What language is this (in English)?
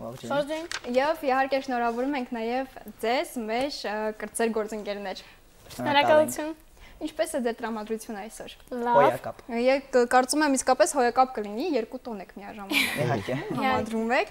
Armenian